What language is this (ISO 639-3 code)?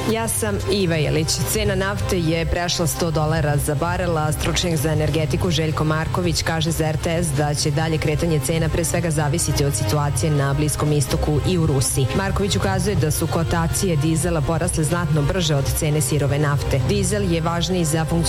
srp